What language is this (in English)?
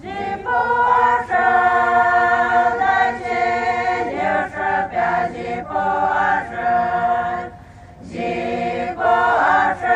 Poumei Naga